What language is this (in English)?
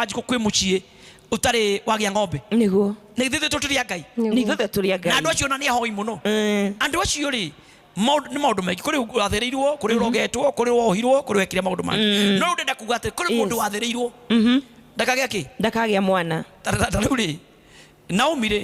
Kikuyu